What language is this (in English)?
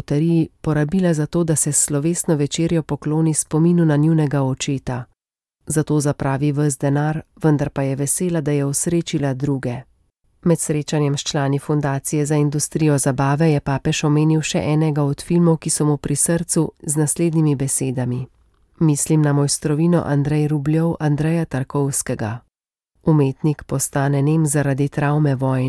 Slovenian